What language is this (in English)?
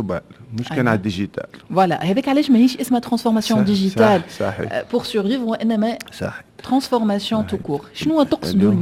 Tunisian Arabic